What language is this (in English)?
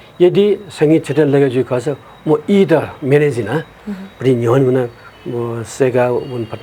Newari